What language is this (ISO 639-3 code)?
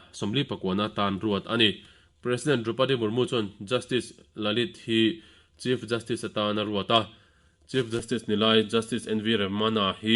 lus